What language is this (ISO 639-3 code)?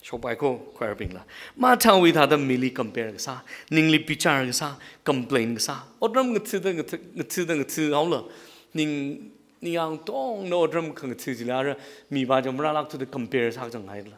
nmf